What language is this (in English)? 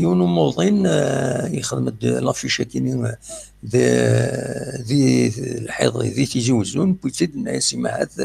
Kabyle